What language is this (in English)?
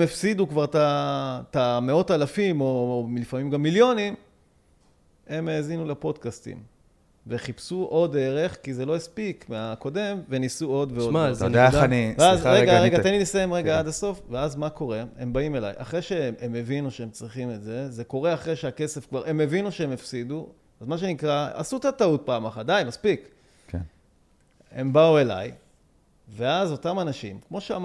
Hebrew